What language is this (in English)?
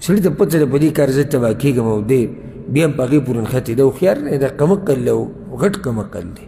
Pashto